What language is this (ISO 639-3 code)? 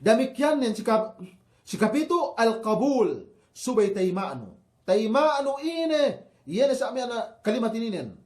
yka